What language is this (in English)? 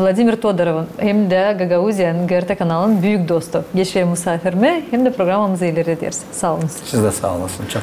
Gagauz